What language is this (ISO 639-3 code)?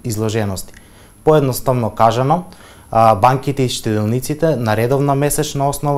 mkd